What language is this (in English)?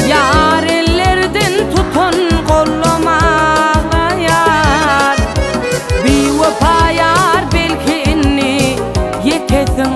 Turkmen